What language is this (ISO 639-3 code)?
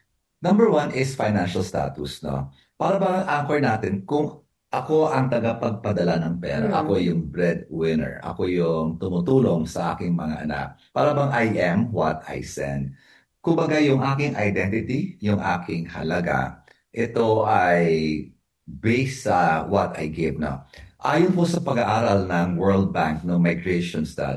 fil